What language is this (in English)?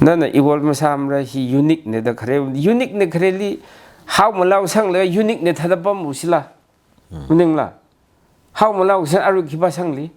Tangkhul Naga (India)